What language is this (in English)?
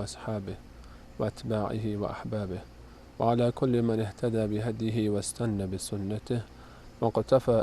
Persian